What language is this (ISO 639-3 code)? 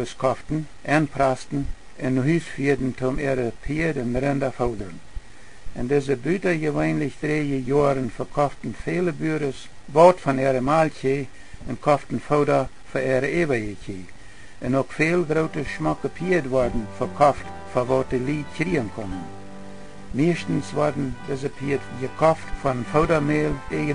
pdt